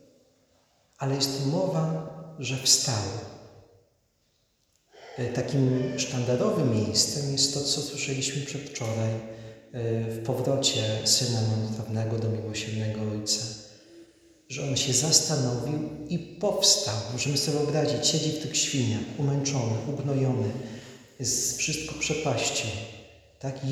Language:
Polish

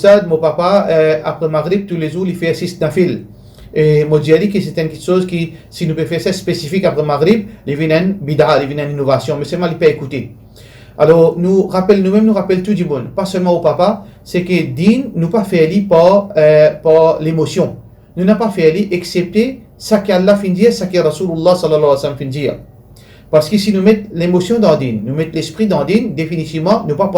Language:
Morisyen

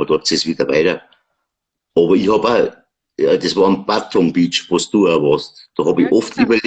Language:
Bavarian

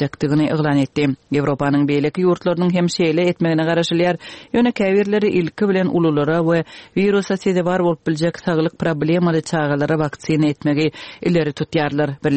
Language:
Turkmen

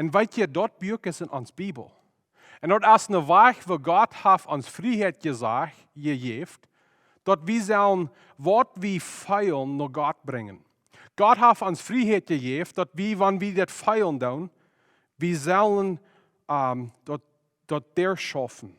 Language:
Plautdietsch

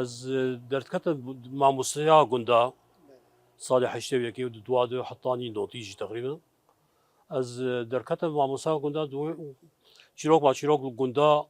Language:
Kurdish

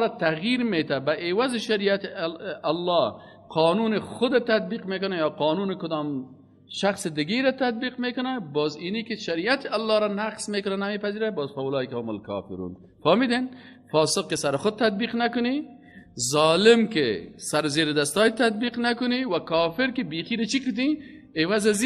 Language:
Persian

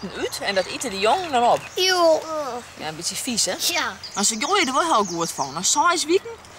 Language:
Western Frisian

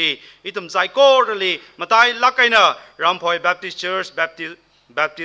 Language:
Tangkhul Naga (India)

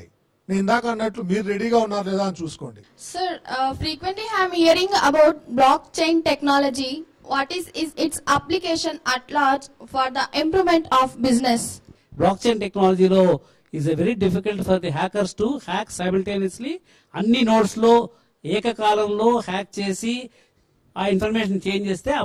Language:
Telugu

